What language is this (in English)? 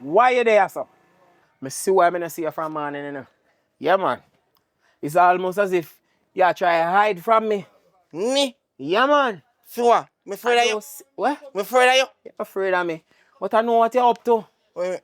Jamaican Creole English